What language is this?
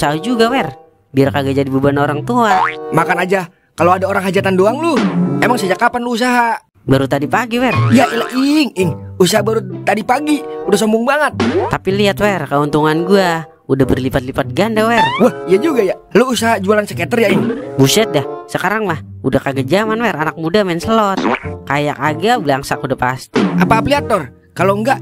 Betawi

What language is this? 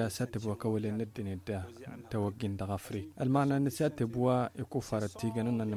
Tamasheq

